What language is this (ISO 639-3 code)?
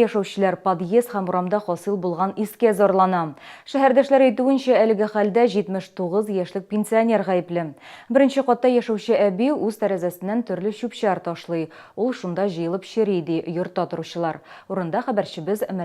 tat